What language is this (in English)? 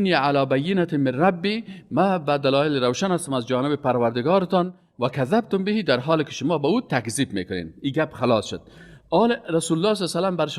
Persian